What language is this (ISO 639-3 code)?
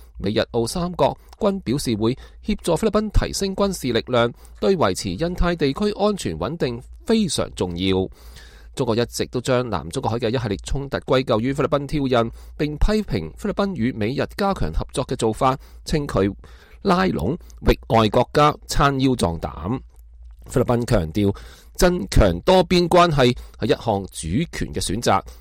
yue